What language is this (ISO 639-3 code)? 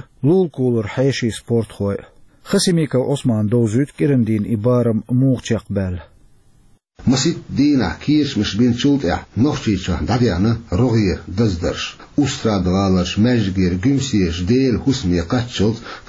che